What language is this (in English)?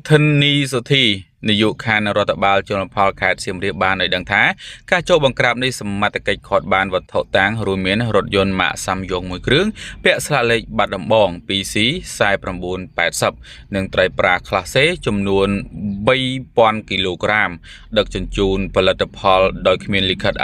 Khmer